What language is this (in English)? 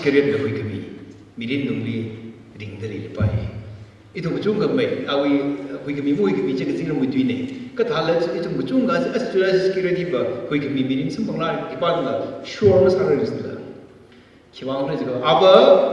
Tangkhul Naga (India)